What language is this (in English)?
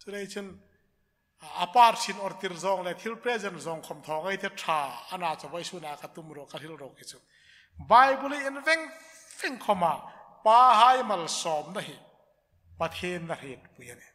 Hmar